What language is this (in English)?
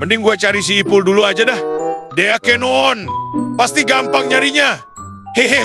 Betawi